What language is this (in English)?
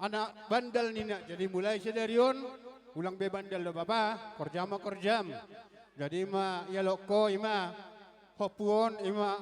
Batak Simalungun